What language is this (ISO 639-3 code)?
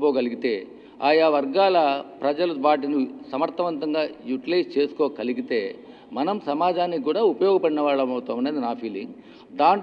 tel